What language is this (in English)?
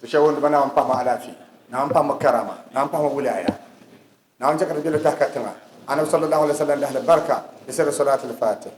Dagbani